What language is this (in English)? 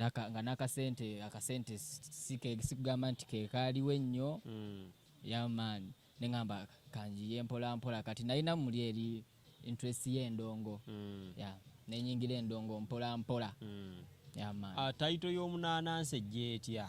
Ganda